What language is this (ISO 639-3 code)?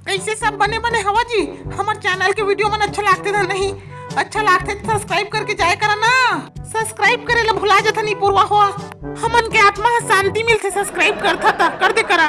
hne